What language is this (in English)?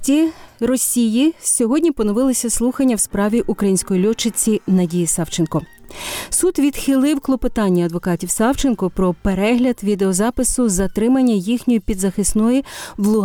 Ukrainian